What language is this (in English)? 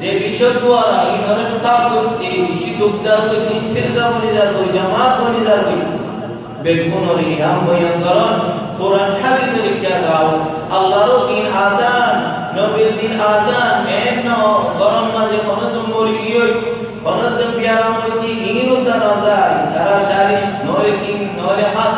Rohingya